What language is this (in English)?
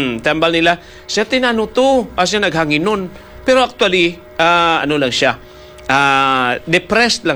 Hiligaynon